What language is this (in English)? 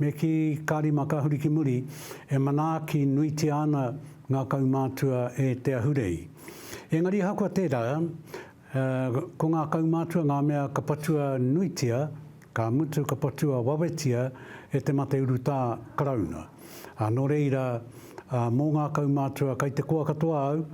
Māori